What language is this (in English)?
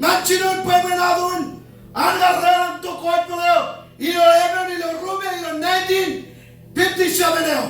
Marshallese